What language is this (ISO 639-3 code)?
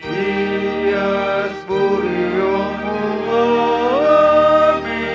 bbc